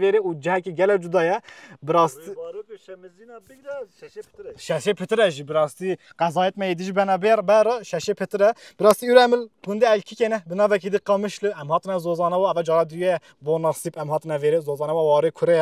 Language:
Kurdish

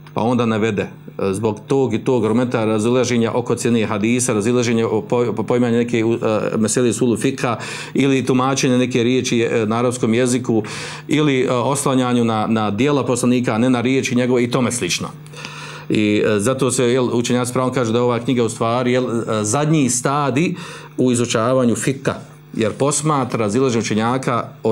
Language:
Bosnian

